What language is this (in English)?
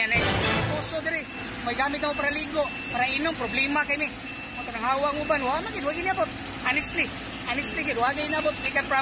Cebuano